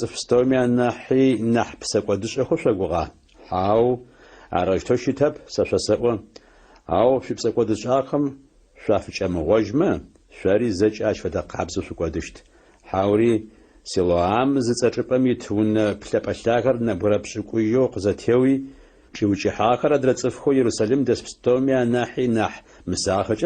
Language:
Adyghe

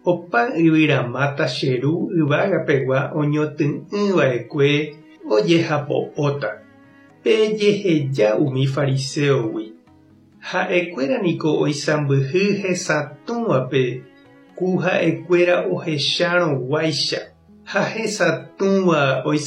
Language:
Guarani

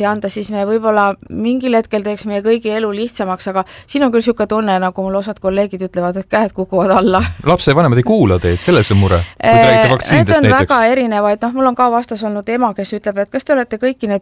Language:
Estonian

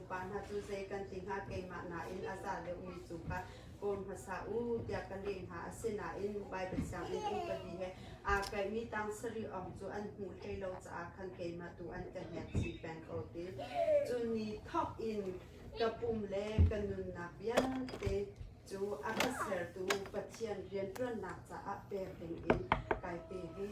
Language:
Hakha Chin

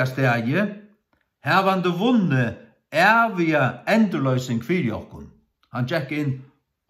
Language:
Faroese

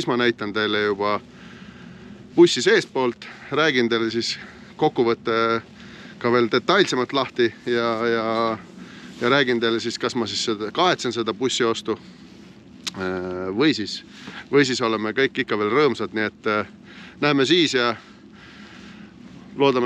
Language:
Estonian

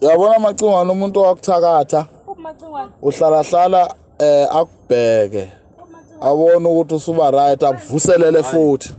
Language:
Zulu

